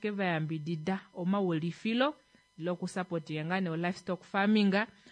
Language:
Kuanyama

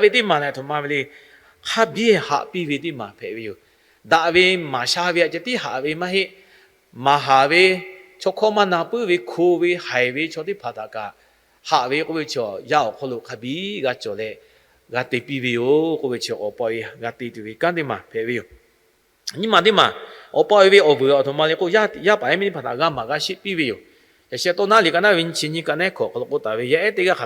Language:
Lahu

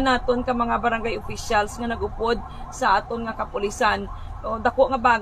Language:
Hiligaynon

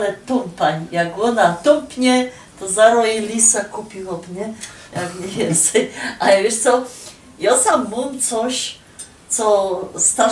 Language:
Silesian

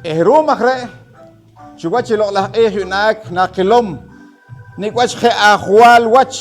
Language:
Poqomchi'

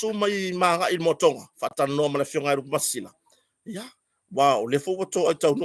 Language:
Samoan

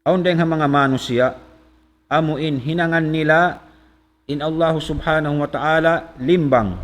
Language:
Tausug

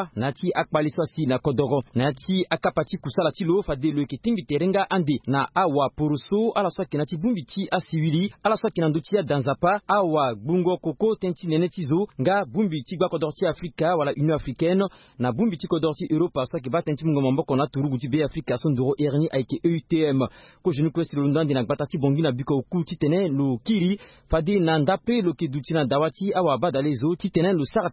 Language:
Sango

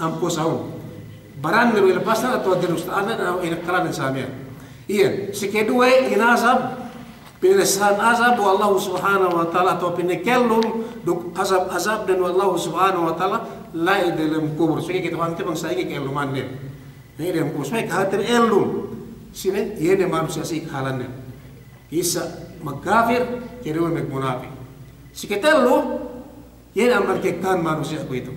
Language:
Yakan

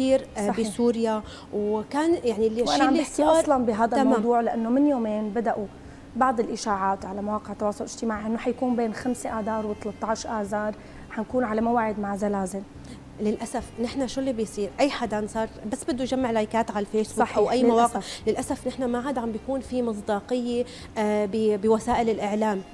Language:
North Levantine Arabic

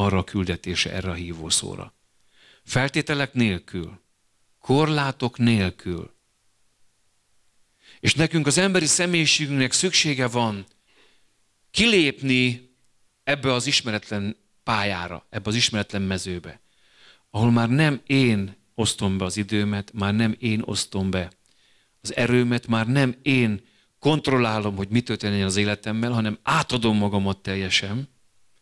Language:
Hungarian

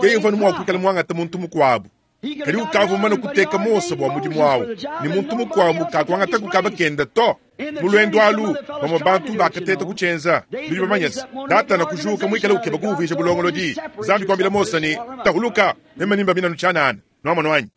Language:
Luba-Lulua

